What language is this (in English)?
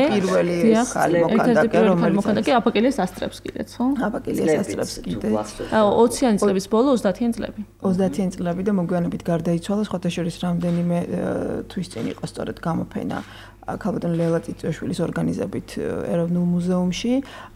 Georgian